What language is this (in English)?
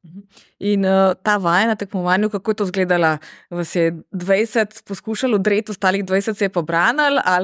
Slovenian